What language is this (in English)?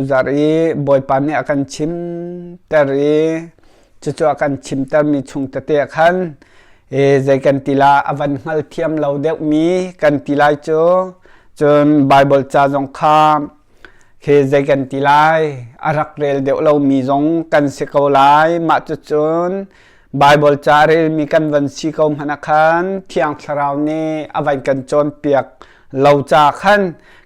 Hakha Chin